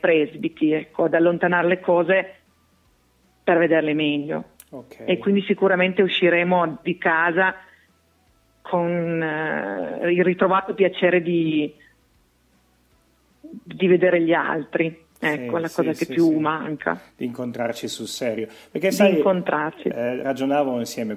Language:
Italian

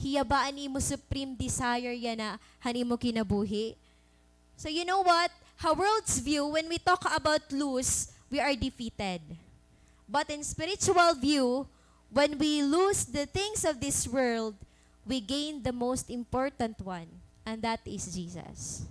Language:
Waray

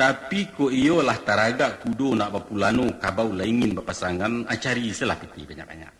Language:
Minangkabau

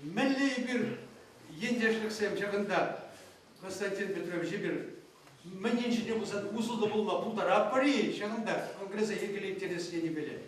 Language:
Chuvash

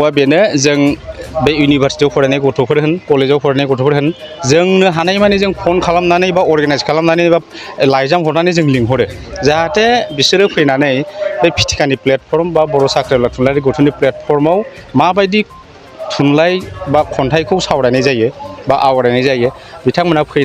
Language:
Bodo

